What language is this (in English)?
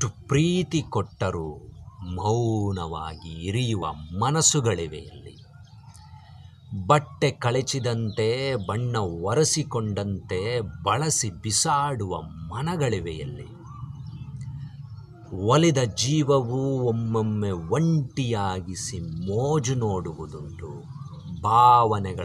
Kannada